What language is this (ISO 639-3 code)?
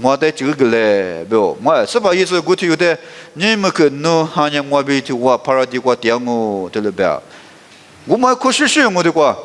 lis